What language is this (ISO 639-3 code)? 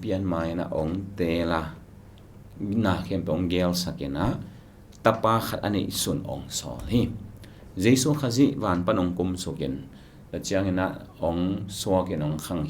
ctd